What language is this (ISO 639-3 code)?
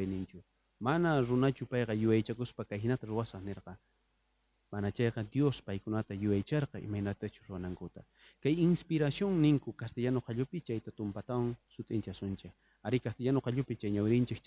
quh